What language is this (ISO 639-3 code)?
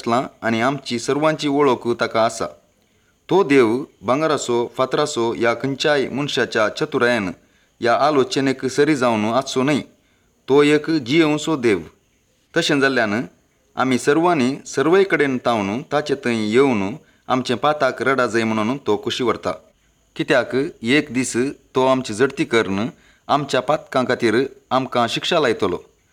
kok